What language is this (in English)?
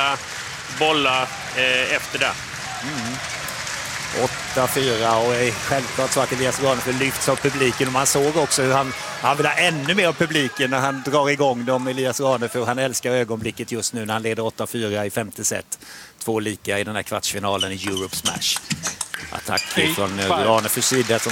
Swedish